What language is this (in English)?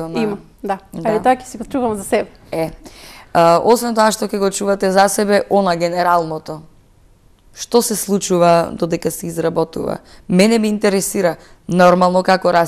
Macedonian